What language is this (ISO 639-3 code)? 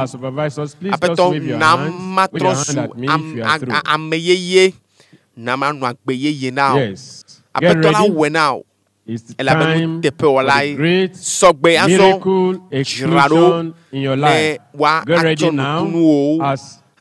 ewe